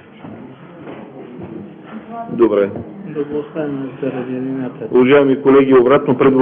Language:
Bulgarian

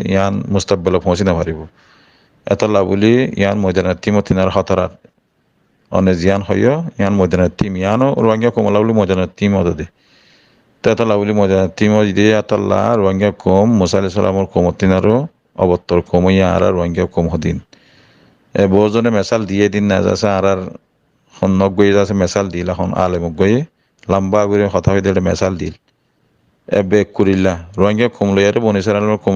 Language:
Rohingya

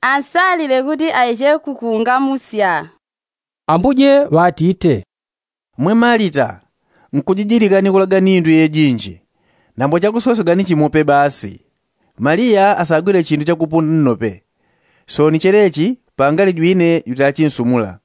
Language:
Yao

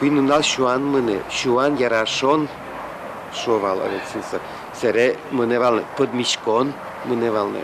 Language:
Udmurt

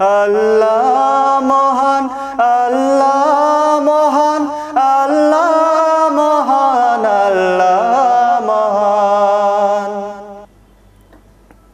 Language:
Bangla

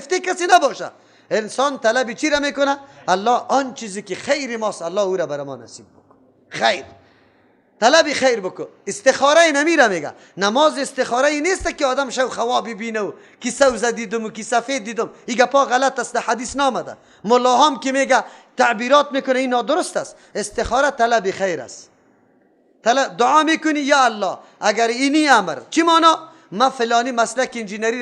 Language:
Persian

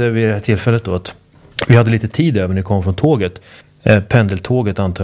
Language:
Swedish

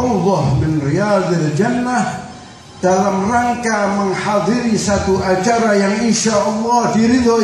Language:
Indonesian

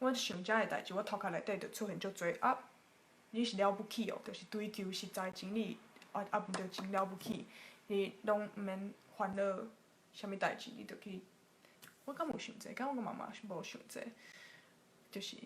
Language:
Min Nan Chinese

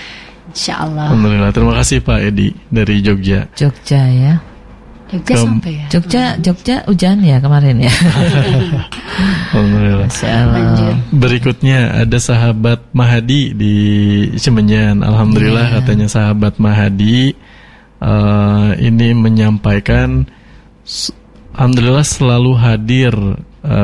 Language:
Indonesian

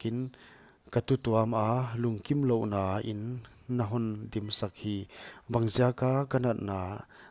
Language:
Paite Chin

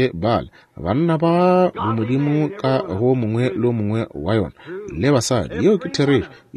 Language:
Northern Sotho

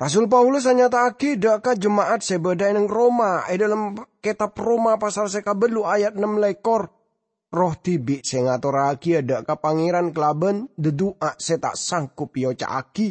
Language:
Madurese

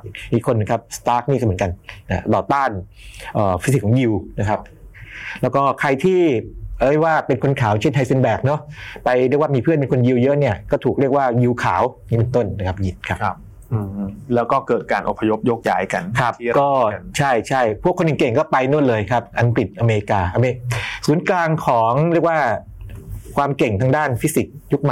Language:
Thai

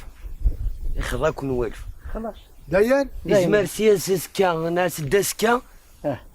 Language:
Kabyle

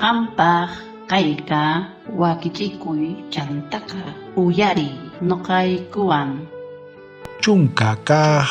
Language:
South Bolivian Quechua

